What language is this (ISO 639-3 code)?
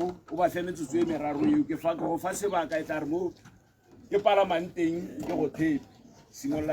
tsn